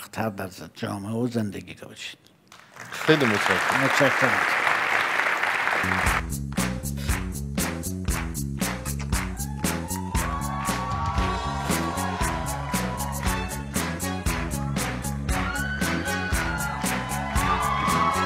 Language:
Persian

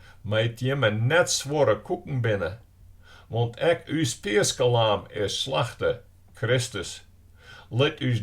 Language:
Western Frisian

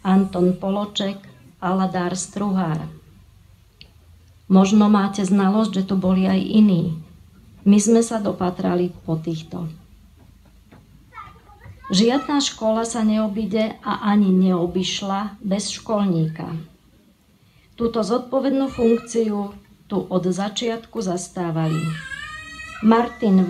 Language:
Slovak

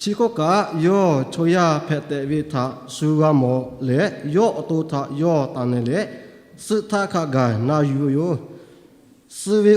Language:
Lahu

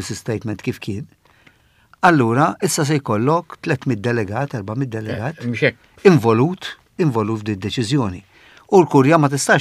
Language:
Maltese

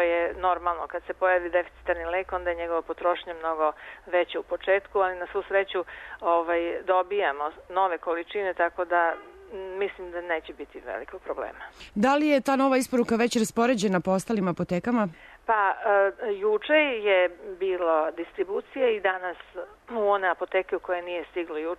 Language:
Serbian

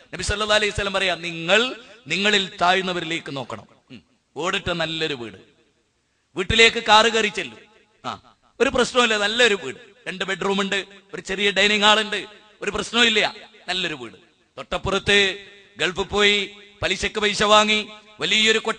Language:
Malayalam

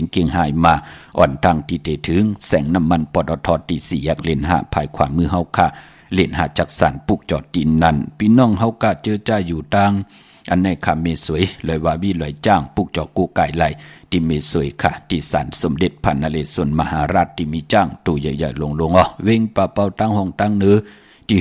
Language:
Shan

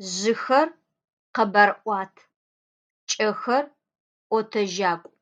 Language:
Adyghe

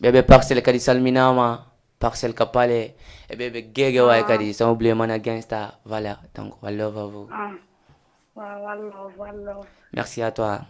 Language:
Fula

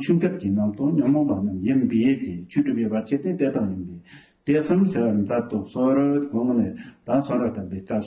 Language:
Tibetan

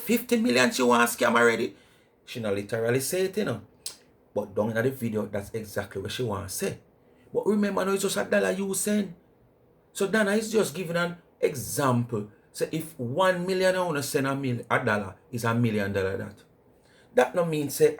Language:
Jamaican Creole English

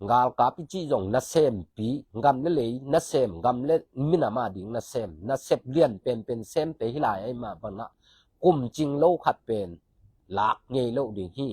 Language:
Tedim Chin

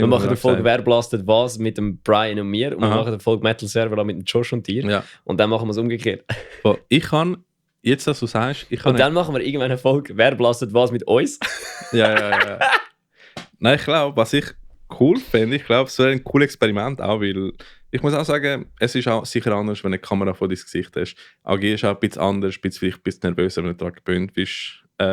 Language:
Swiss German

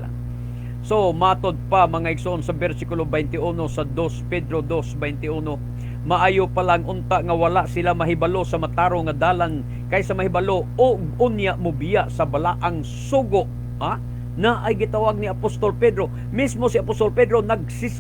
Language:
Cebuano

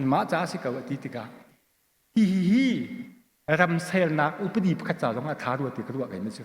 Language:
Hakha Chin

